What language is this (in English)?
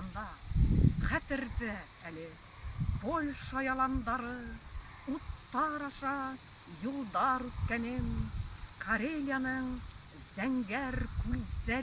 Bashkir